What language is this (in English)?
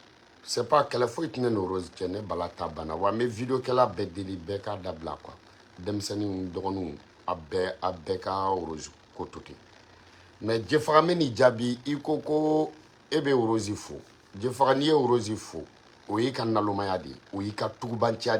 Bambara